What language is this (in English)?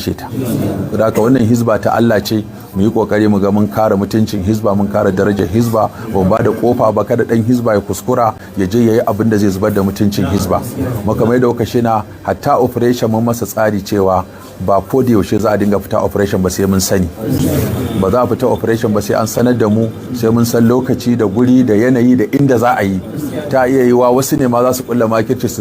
Hausa